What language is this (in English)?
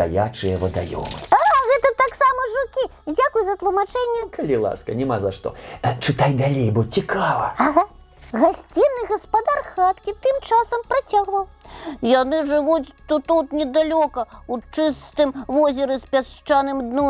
Belarusian